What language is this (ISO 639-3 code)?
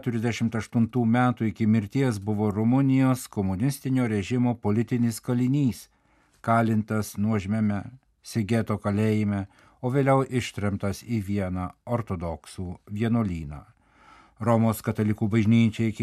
lit